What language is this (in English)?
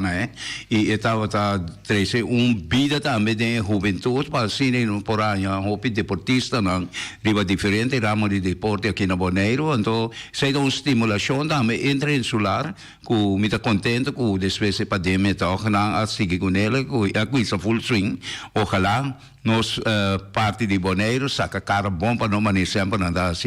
Papiamento